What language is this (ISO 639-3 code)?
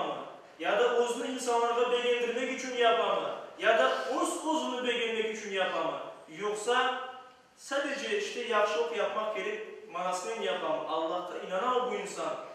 crh